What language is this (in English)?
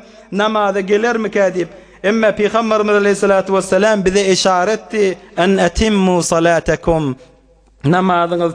Turkmen